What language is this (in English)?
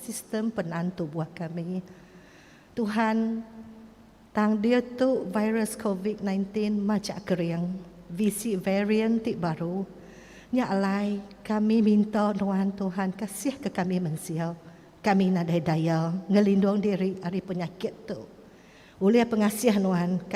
Iban